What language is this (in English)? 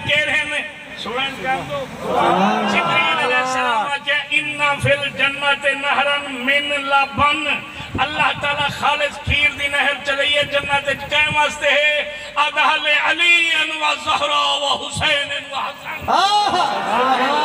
Saraiki